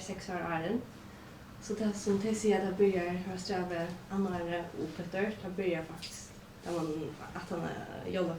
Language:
Faroese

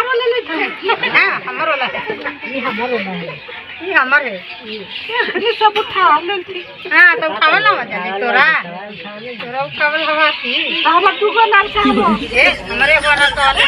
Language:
Magahi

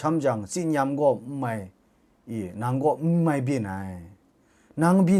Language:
Kachin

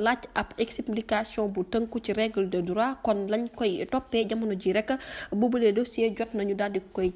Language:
Wolof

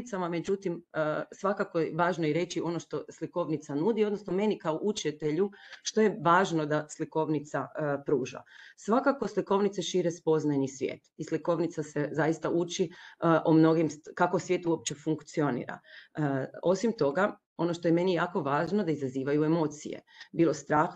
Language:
Croatian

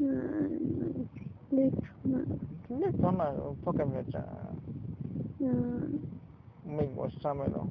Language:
Tzotzil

